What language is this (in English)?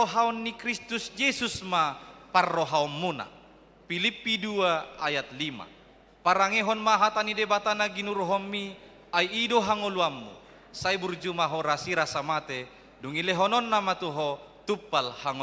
Batak Toba